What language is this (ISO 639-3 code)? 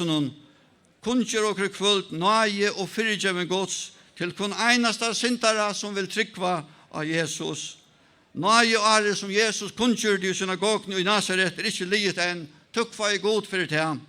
fao